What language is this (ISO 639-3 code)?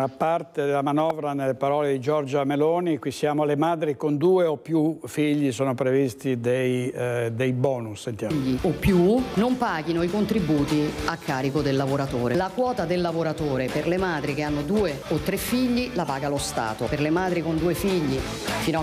ita